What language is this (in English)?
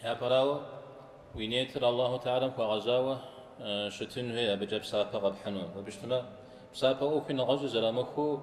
Kabardian